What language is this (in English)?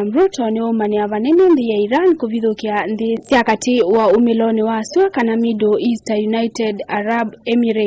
Kamba